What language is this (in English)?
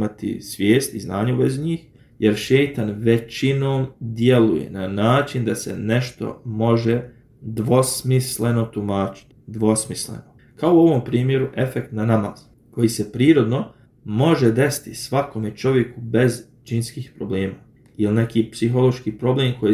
Bosnian